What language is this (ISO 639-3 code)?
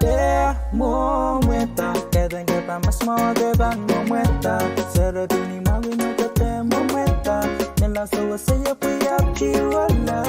pon